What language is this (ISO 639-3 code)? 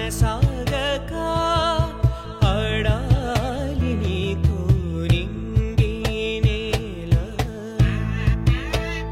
tel